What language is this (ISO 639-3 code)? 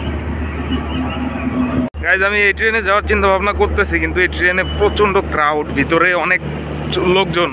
ben